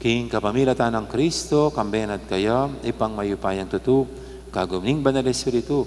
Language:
Pampanga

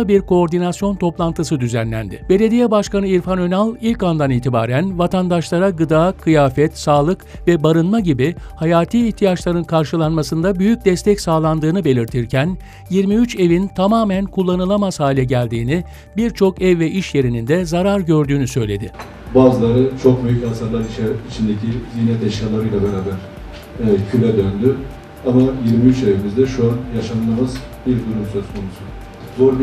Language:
Turkish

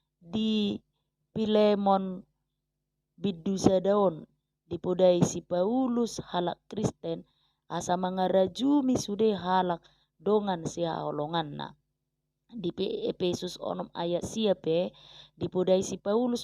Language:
Batak Toba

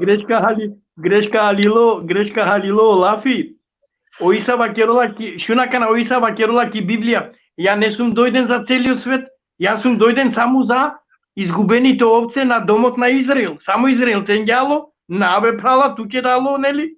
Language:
Balkan Romani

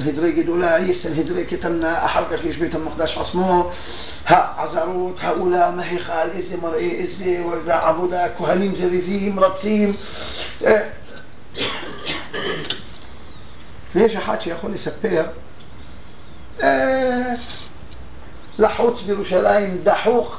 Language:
Hebrew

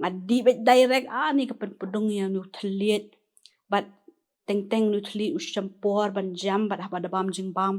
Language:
Khasi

